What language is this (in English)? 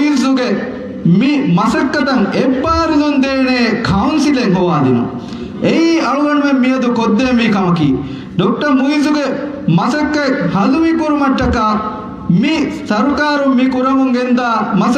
Divehi